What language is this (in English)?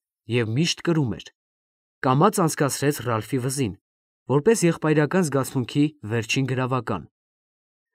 Armenian